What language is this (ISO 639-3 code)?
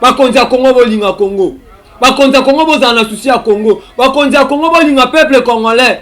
lin